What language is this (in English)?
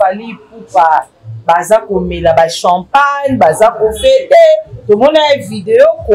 Lingala